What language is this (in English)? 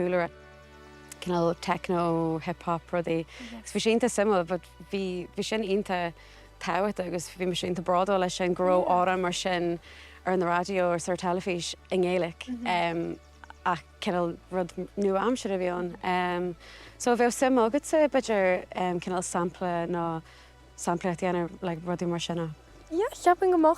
Irish